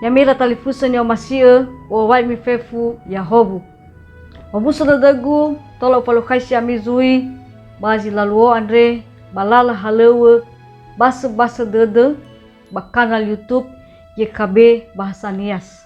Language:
Nias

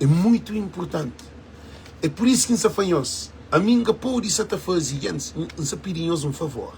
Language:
Kabuverdianu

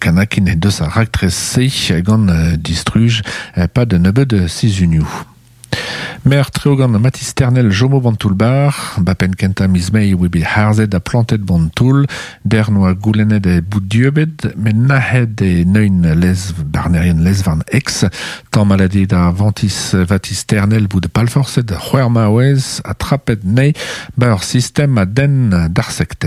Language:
Breton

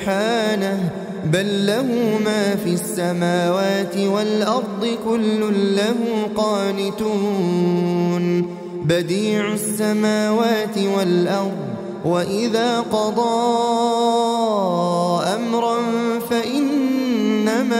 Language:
Arabic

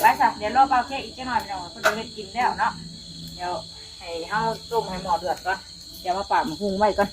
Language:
Northeastern Thai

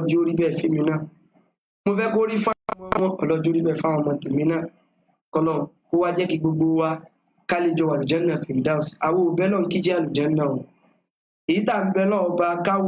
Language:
Yoruba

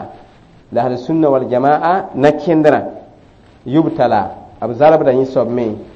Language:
Mossi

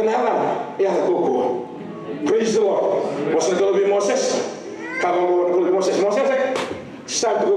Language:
Fijian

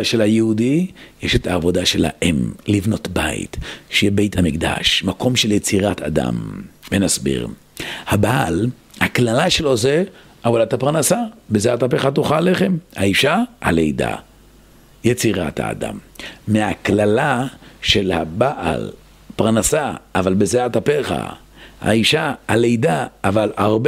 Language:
Hebrew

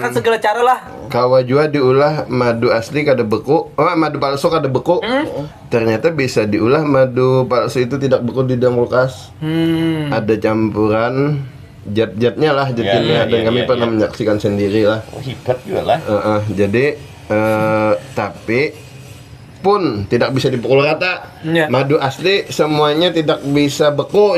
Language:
Banjar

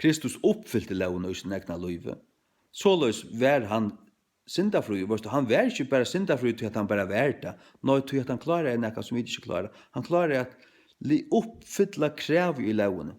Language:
Faroese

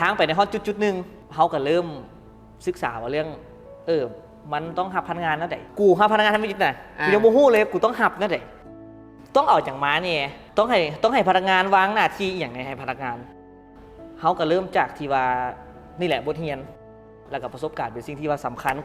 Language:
Lao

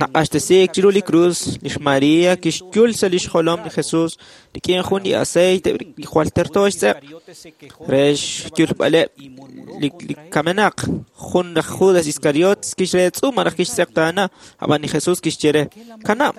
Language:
Kekchí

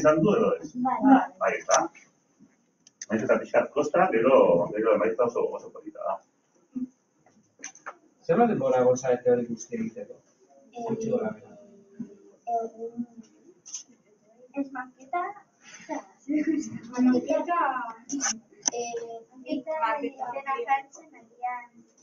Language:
Basque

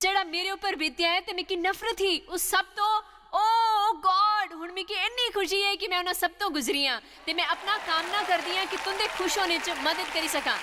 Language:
Dogri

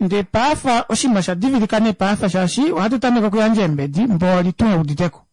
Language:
Kuanyama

